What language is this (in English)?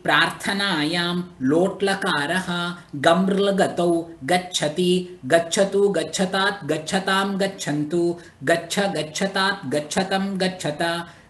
Sanskrit